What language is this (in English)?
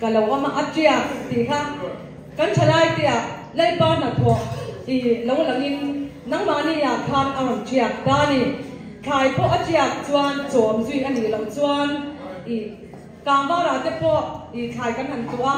Mizo